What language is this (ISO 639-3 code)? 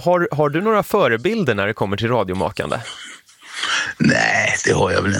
swe